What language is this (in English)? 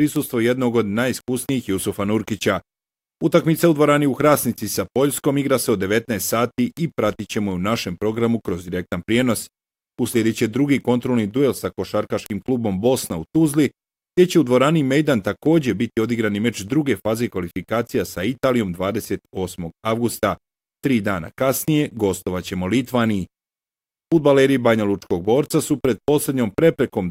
Bosnian